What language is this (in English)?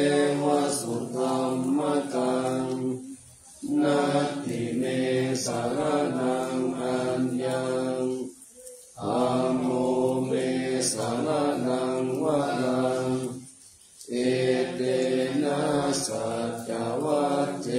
Pali